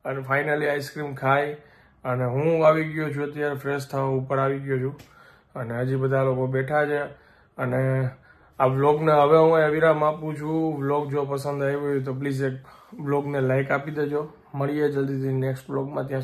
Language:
Gujarati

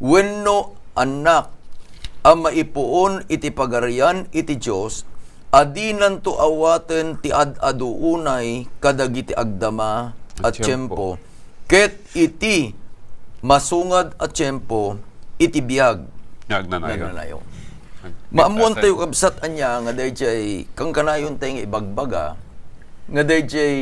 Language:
Iloko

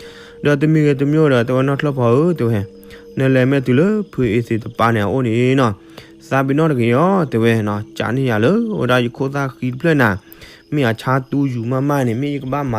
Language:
S'gaw Karen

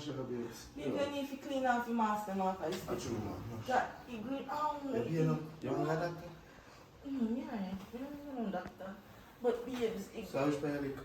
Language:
Jamaican Creole English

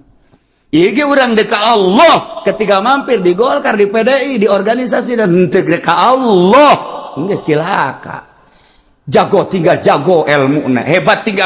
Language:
Sundanese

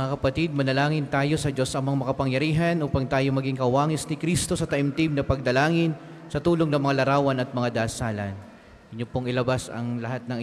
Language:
Filipino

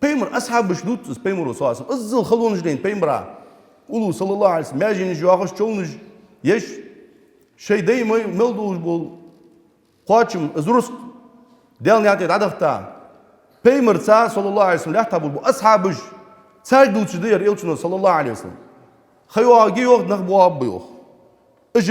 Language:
Ingush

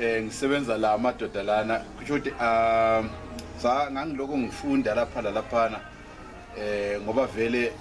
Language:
North Ndebele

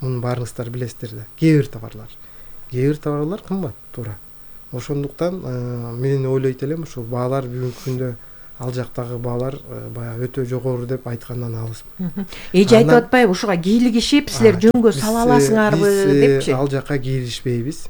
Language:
Kyrgyz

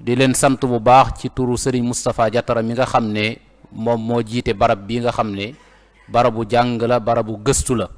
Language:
Wolof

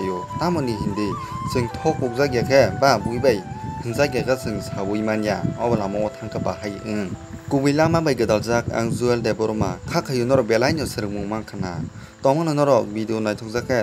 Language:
Kok Borok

